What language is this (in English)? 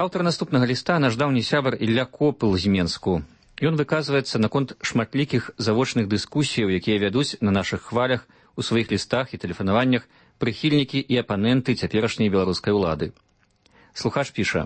Belarusian